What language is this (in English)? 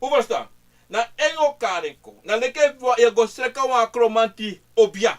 Sranan Tongo